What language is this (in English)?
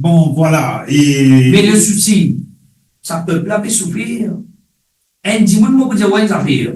Morisyen